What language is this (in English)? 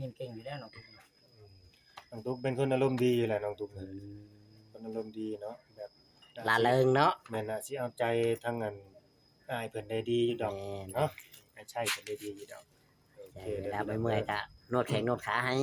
Northeastern Thai